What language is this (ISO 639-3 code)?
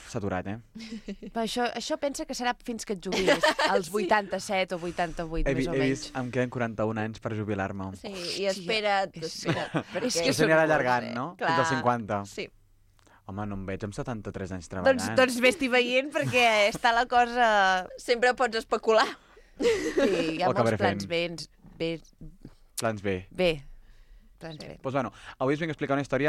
cat